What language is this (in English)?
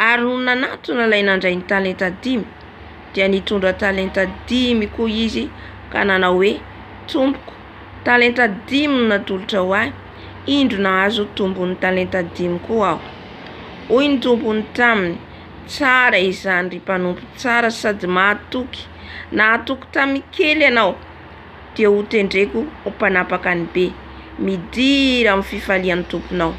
Malagasy